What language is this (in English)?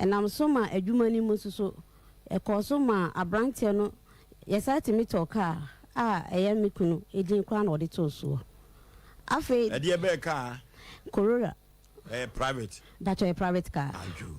Akan